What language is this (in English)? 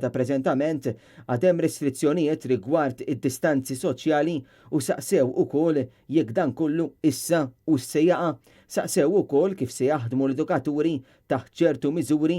Maltese